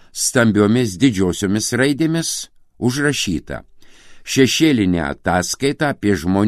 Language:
Lithuanian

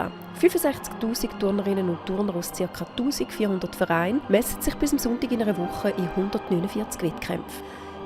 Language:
Swiss German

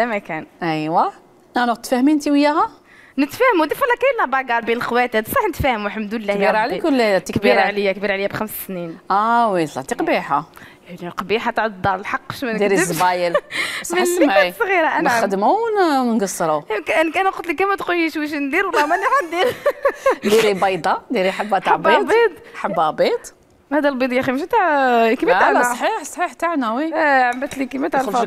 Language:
Algerian Arabic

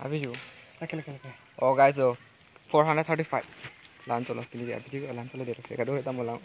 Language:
Karbi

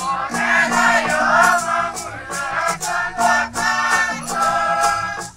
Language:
Tetela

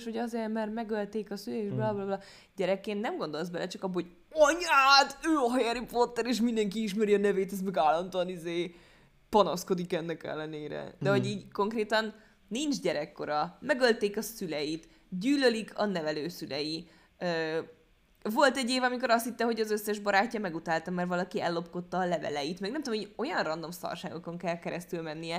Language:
Hungarian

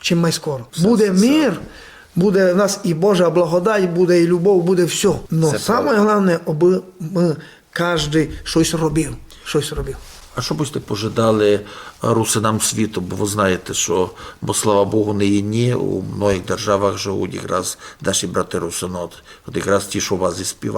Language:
Rusyn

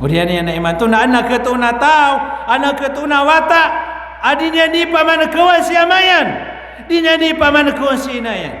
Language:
Maranao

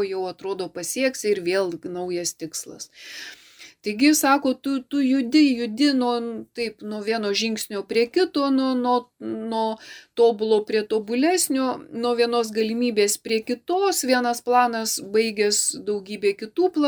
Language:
Lithuanian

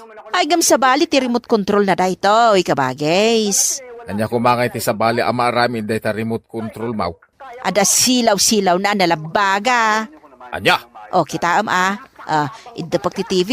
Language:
Iloko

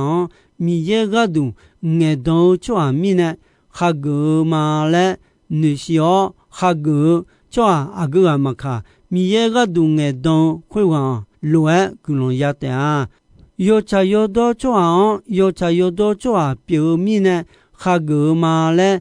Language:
Akha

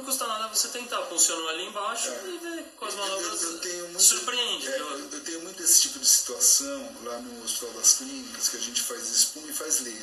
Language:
Portuguese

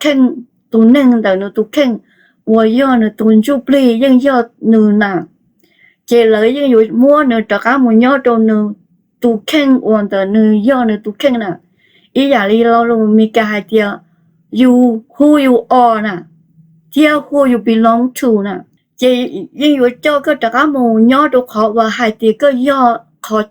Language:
Hmong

